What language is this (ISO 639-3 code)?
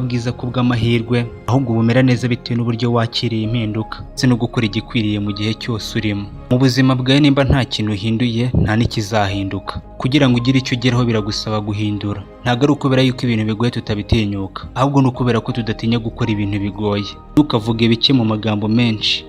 kin